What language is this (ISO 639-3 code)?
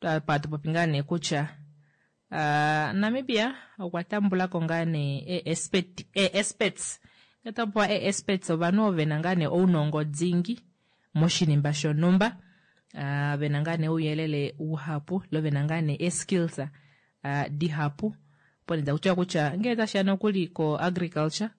kua